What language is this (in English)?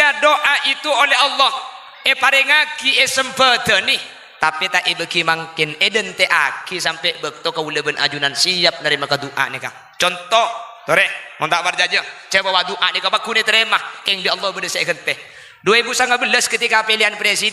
Madurese